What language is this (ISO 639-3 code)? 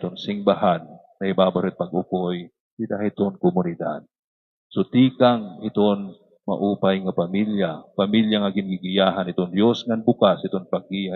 war